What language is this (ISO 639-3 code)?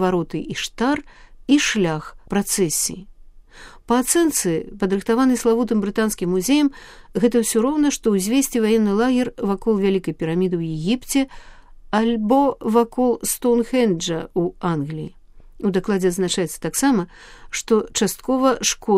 bel